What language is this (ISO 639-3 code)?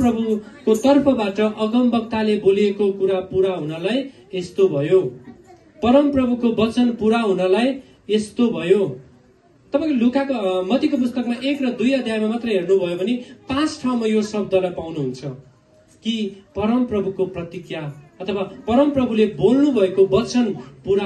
nep